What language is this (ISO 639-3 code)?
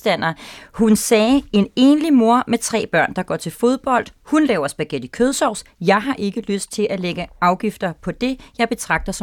dan